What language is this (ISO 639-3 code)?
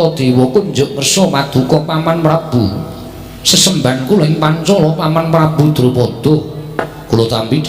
jav